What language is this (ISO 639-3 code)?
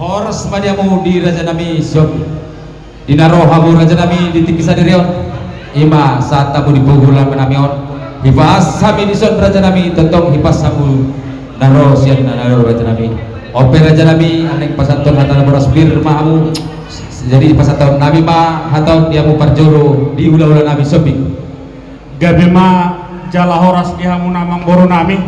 bbc